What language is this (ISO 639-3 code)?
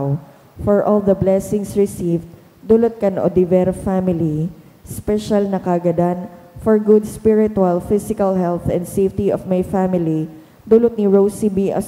bik